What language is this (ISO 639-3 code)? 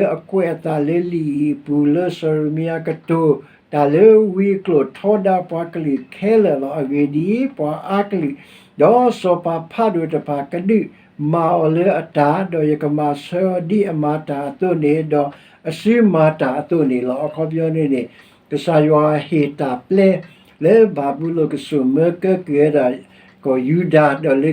ksw